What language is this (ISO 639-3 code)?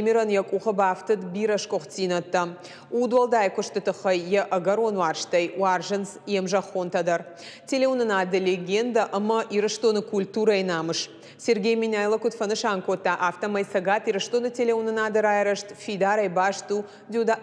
oss